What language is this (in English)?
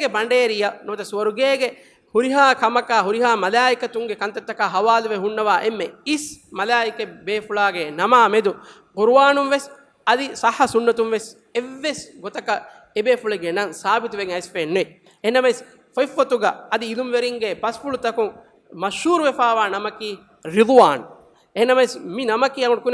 Divehi